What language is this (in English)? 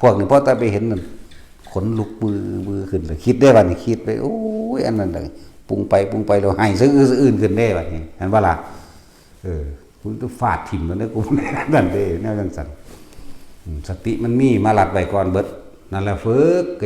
Northeastern Thai